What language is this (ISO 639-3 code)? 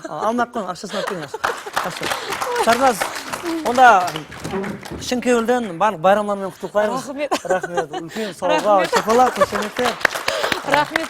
kaa